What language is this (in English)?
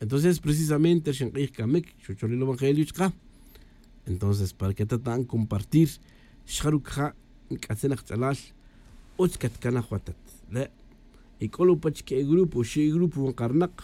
Tz'utujil